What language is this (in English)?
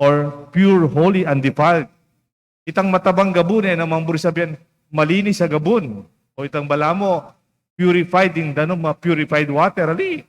Pampanga